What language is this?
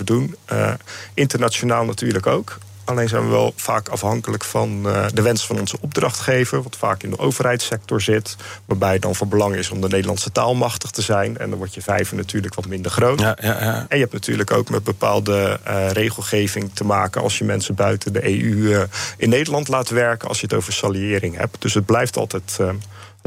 Dutch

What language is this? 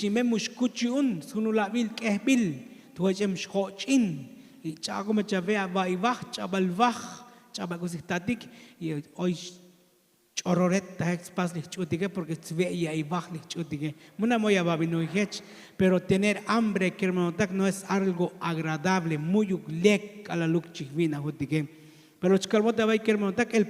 Tzotzil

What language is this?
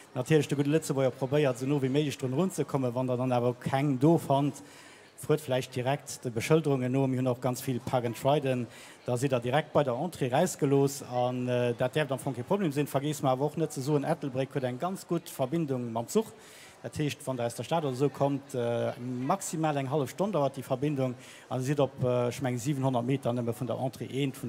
Luxembourgish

